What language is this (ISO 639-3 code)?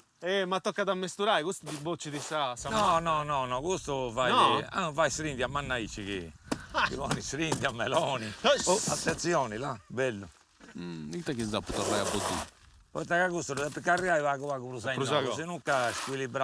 srd